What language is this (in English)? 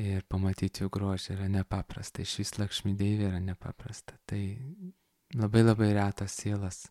Lithuanian